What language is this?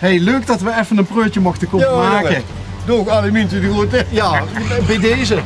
Limburgish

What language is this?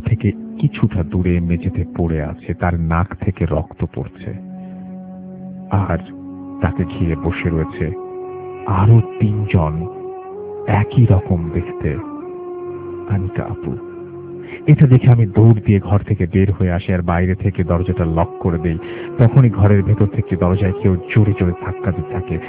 Bangla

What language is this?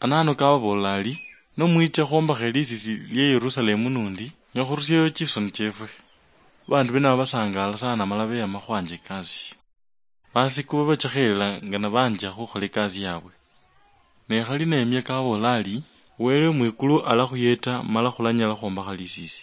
Luyia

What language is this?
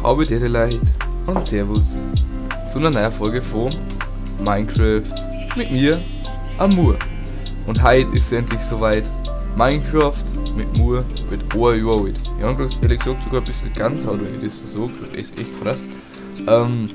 Bavarian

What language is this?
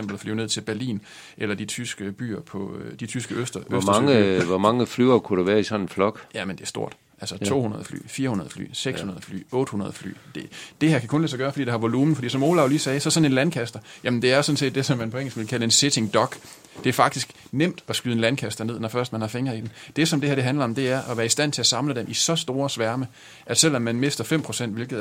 Danish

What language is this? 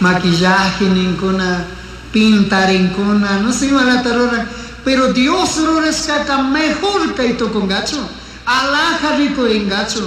Chimborazo Highland Quichua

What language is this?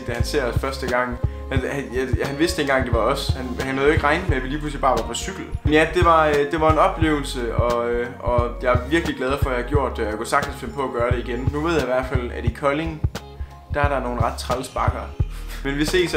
Danish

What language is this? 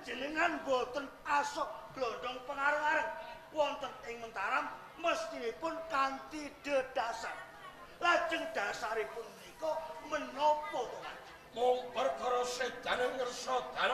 Javanese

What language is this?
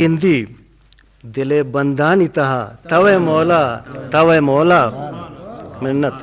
Eastern Balochi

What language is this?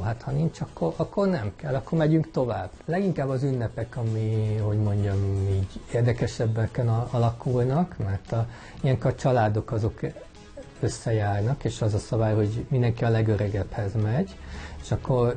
Hungarian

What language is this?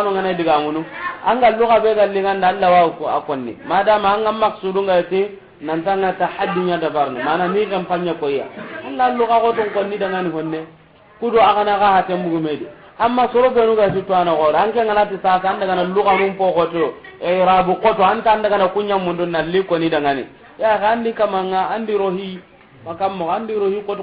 Soninke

